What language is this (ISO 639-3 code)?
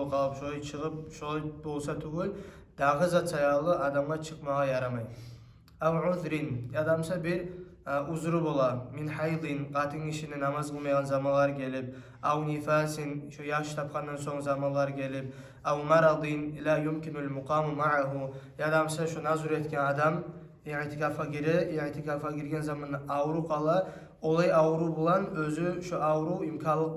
kum